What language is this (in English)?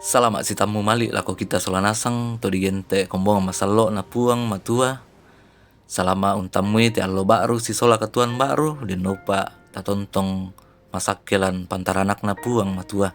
Toraja-Sa'dan